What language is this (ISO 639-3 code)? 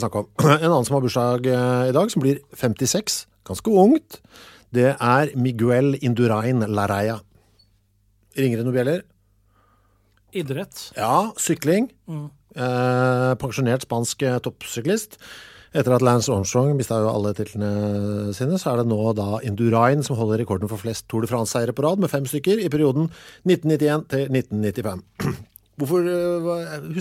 nor